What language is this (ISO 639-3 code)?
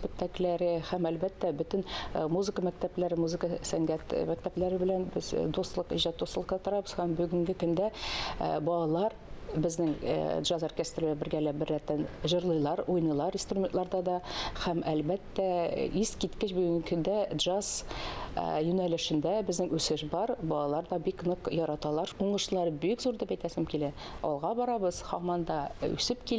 tat